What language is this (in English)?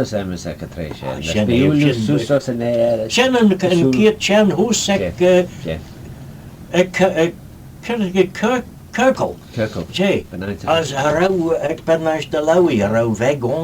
Manx